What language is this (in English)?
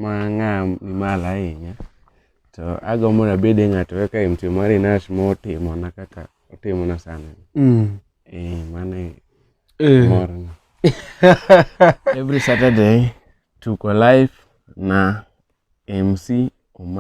Luo (Kenya and Tanzania)